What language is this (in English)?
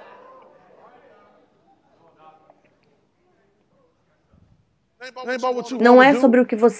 Portuguese